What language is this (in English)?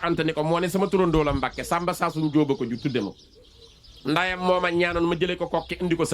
Wolof